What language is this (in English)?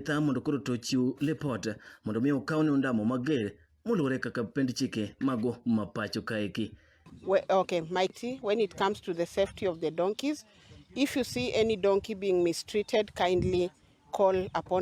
Luo (Kenya and Tanzania)